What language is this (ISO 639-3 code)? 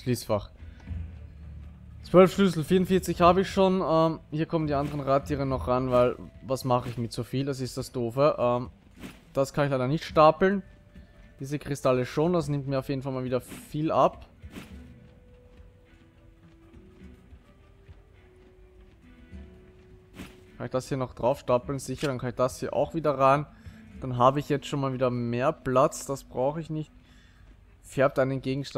deu